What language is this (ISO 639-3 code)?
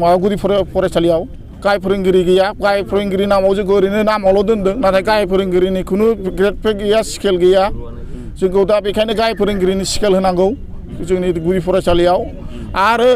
brx